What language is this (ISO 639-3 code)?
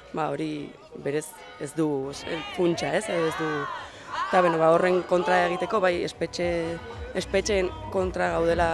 eus